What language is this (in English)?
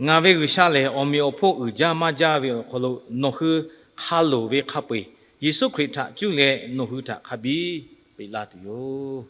Lahu